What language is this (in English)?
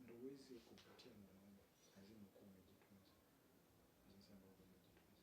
Swahili